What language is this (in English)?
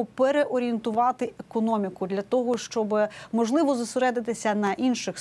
Ukrainian